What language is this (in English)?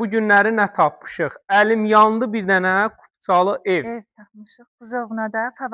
Azerbaijani